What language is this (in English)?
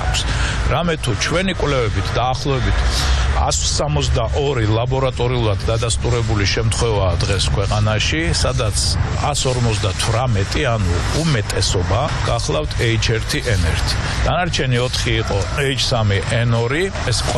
Georgian